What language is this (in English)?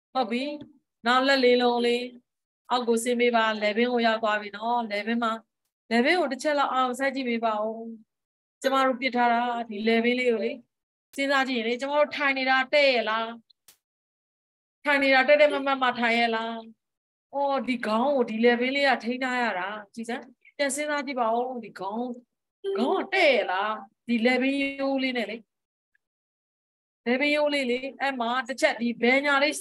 Burmese